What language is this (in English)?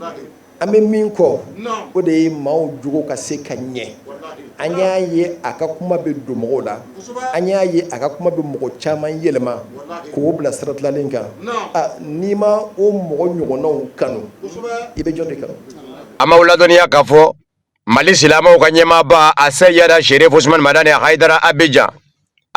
Bambara